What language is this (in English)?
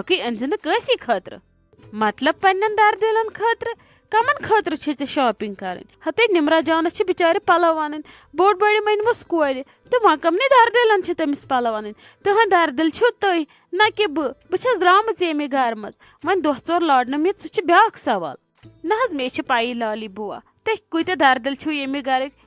Kashmiri